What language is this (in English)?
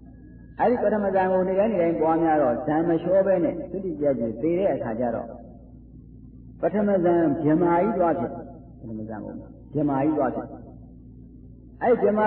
Burmese